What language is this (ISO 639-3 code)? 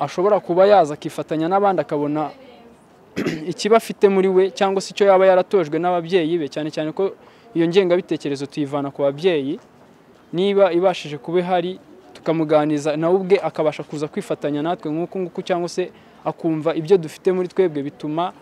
kin